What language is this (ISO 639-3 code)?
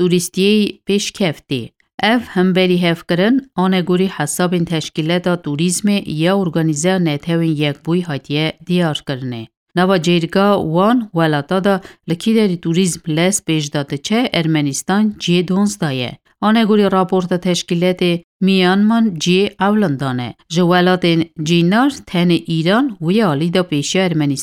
kur